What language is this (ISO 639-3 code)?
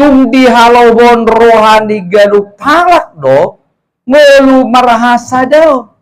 bbc